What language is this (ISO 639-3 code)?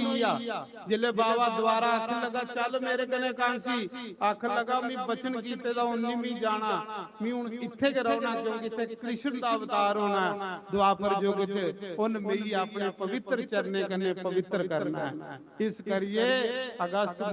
doi